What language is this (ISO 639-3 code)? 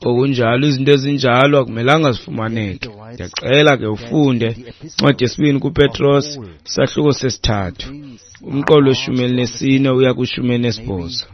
xho